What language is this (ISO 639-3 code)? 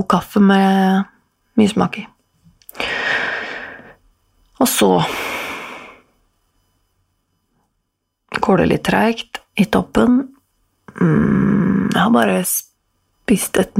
nor